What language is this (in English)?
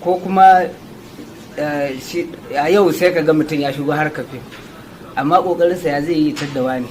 Hausa